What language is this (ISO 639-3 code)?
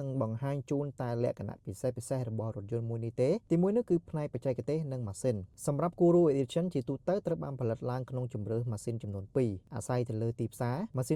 khm